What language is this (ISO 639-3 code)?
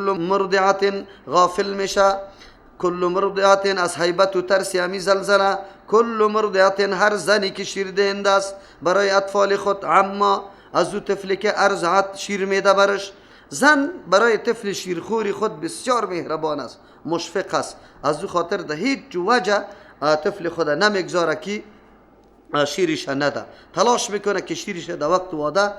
fas